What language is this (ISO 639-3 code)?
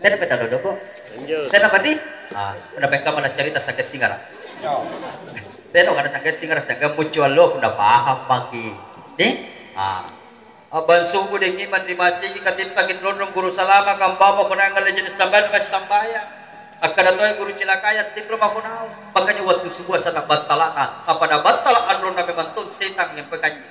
mak